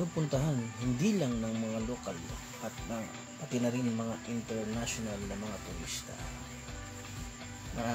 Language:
Filipino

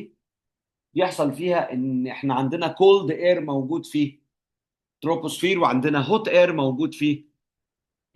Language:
Egyptian Arabic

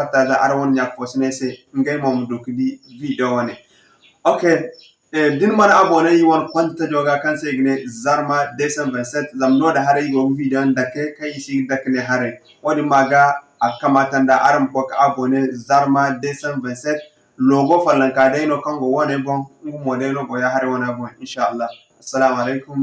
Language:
Zarma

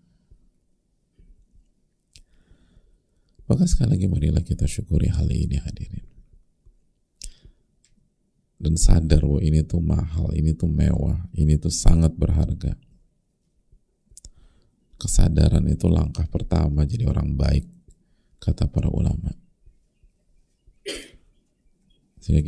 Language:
Indonesian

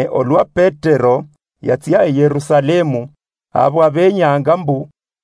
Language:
Luyia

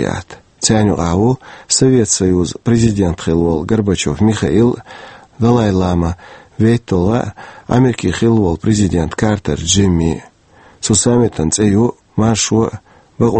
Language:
Chechen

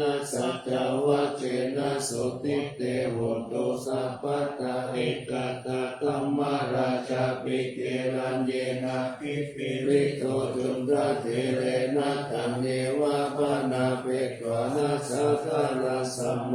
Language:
Pali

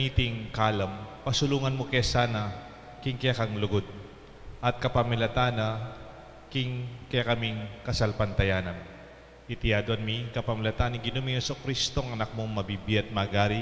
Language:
Pampanga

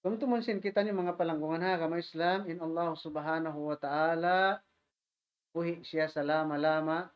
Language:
Tausug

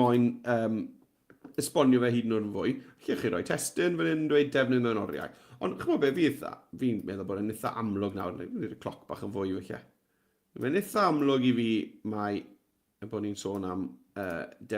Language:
Welsh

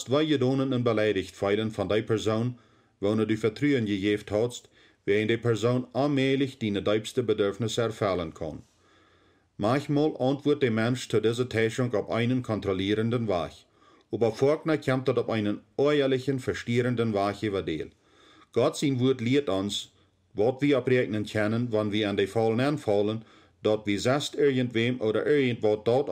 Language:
Plautdietsch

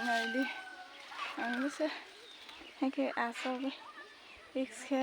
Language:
Kok Borok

